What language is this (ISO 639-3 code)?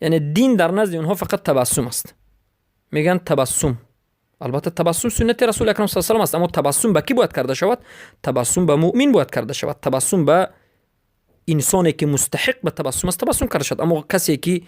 fas